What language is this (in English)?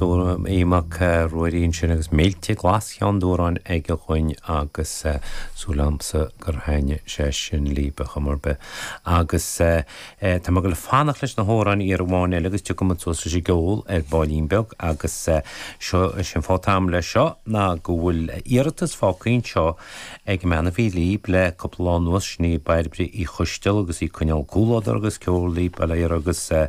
Irish